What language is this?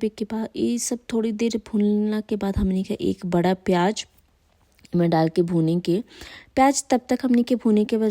Bhojpuri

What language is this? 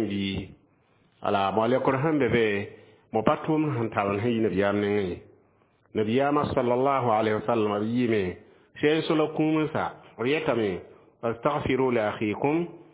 Mossi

